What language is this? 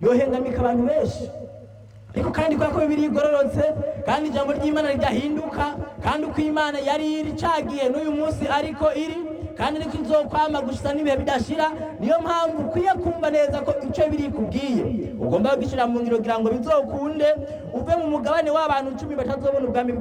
Rundi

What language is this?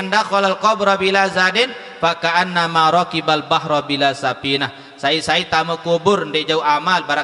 Sasak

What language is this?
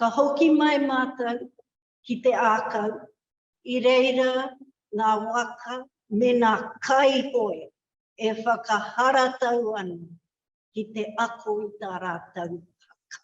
Māori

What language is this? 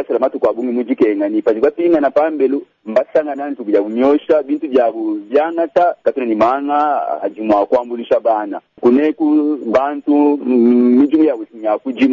Luba-Lulua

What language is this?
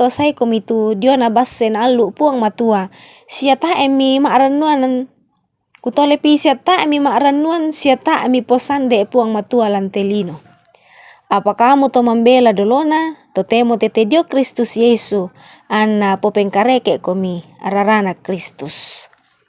Toraja-Sa'dan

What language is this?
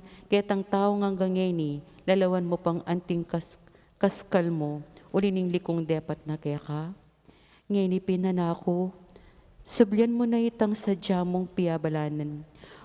Pampanga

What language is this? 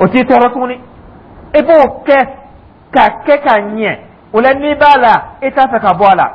Dyula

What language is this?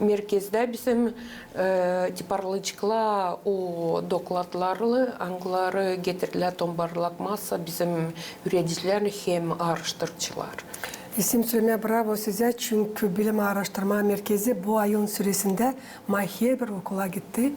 Gagauz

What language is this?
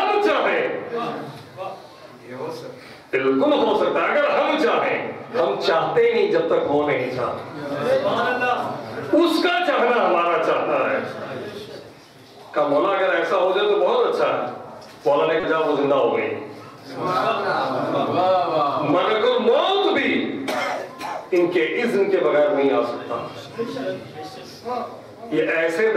Urdu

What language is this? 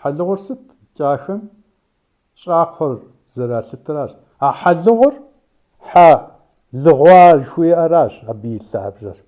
Kabardian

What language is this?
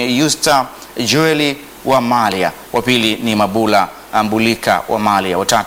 Swahili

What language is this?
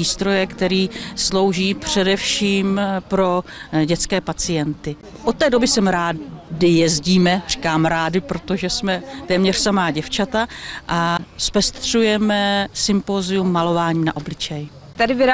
Czech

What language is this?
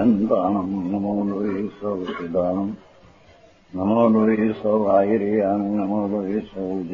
Gujarati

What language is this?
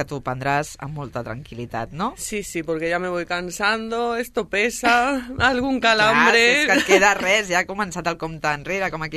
Catalan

